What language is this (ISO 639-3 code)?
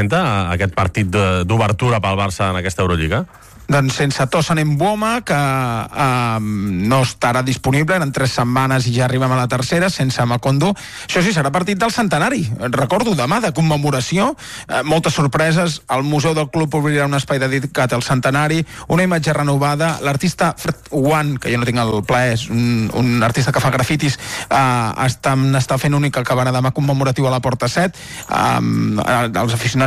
cat